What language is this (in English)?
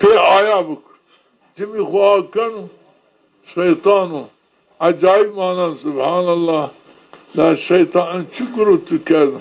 Zaza